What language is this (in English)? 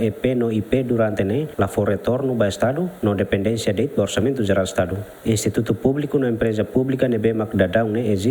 Tetum